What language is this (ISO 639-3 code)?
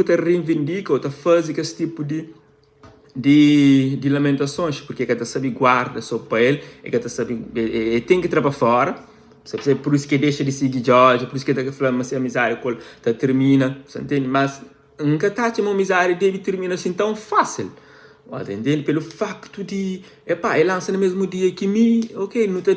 kea